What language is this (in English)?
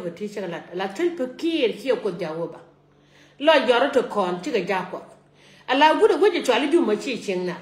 Nuer